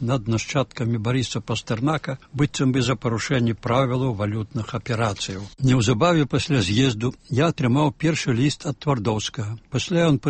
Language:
Belarusian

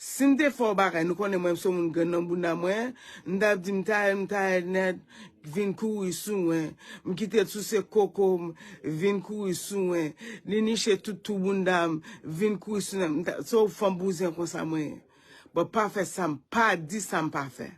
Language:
Haitian Creole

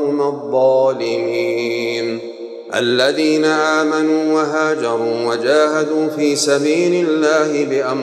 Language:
Arabic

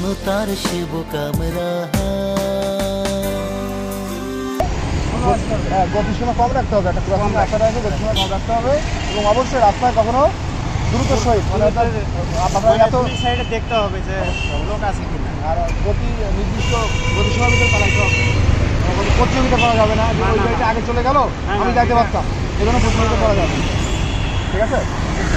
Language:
Bangla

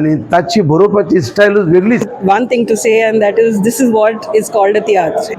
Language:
Konkani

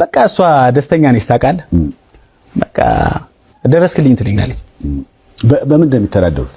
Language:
Amharic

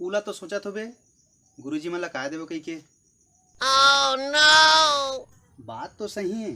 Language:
Chhattisgarhi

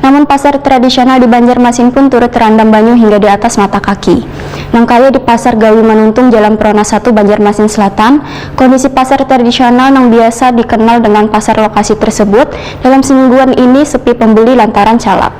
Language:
Banjar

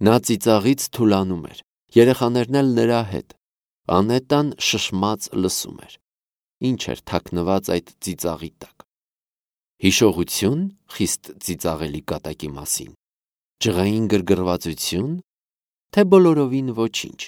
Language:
Armenian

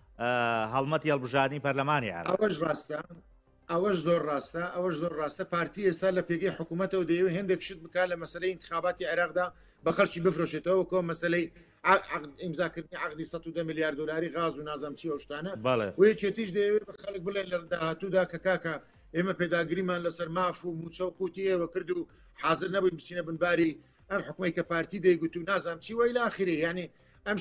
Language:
Central Kurdish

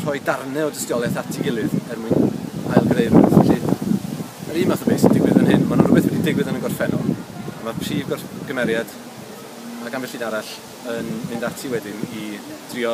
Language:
Welsh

